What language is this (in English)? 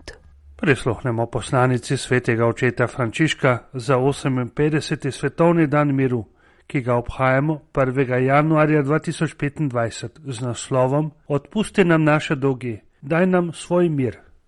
Slovenian